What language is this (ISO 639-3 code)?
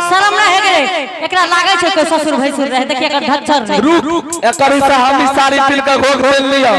anp